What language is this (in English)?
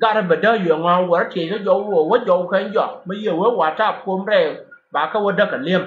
Nuer